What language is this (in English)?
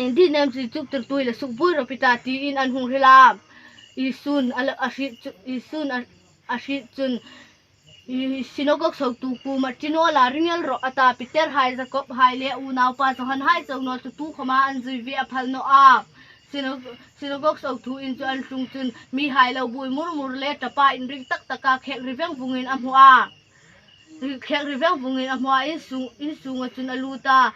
Hmar